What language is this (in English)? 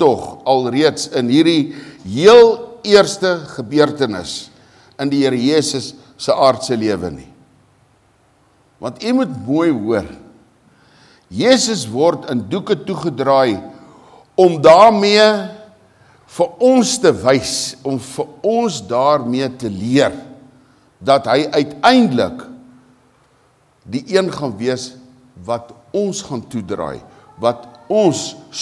Afrikaans